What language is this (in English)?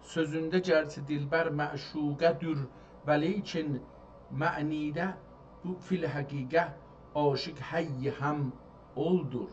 South Azerbaijani